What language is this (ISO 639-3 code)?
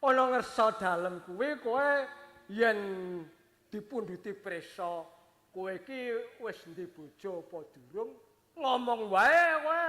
jav